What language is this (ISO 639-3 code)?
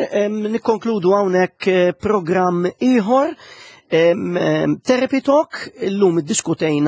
mlt